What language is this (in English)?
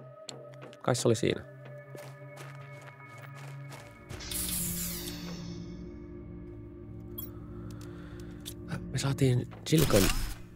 Finnish